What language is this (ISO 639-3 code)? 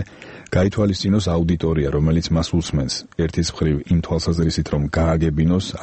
kat